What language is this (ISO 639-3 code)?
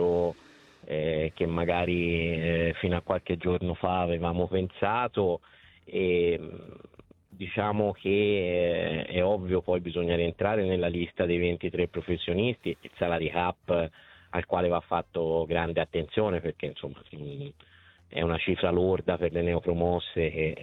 ita